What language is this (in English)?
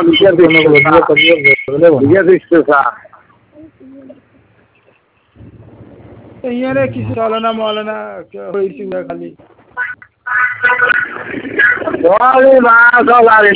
Bangla